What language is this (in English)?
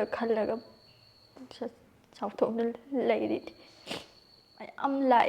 Manipuri